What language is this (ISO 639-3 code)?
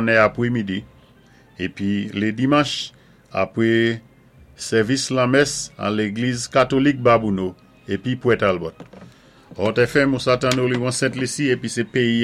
acf